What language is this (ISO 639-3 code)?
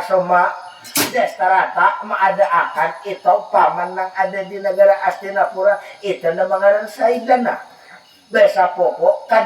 bjn